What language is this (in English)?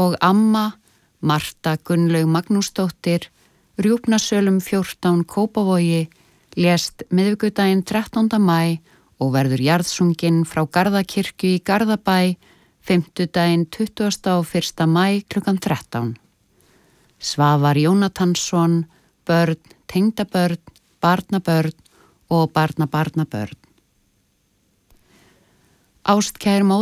Icelandic